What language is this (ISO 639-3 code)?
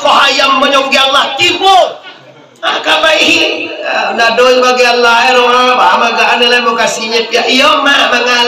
min